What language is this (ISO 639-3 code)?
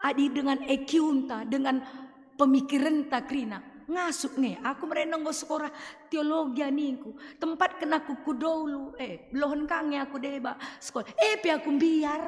btx